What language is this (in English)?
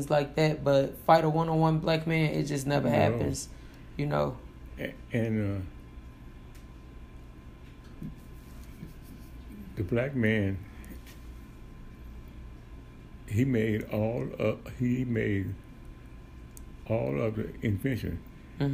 English